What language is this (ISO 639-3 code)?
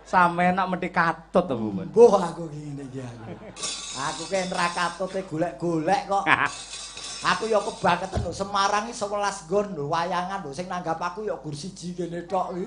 jav